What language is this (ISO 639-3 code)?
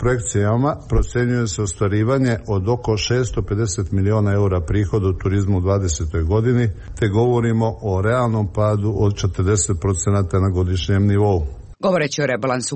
srp